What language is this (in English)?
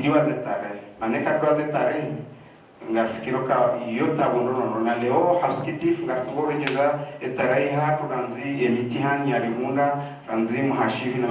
Ngazidja Comorian